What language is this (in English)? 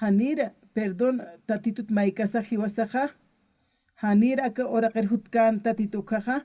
Aymara